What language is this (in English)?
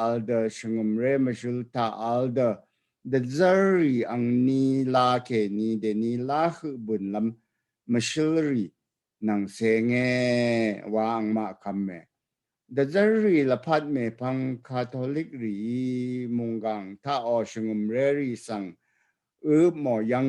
Rawang